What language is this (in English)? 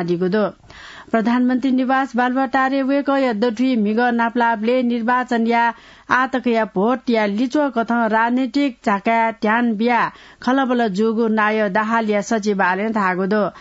Newari